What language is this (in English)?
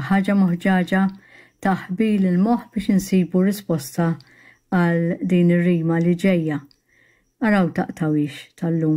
Maltese